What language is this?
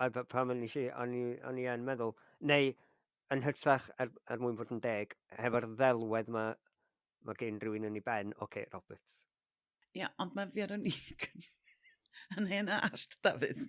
Welsh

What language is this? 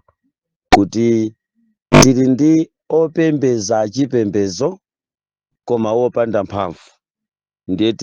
Nyanja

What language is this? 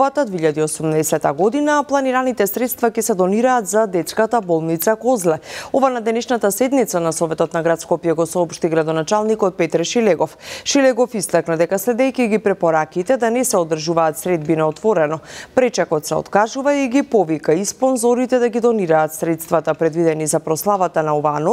Macedonian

